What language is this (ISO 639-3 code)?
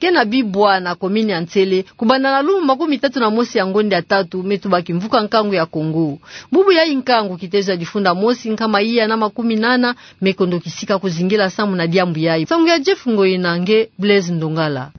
ktu